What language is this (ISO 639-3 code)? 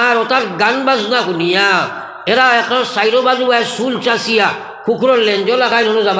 syl